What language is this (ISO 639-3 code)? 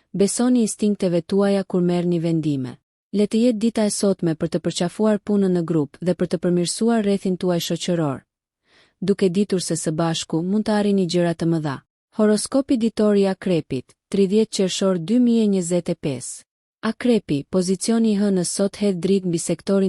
sqi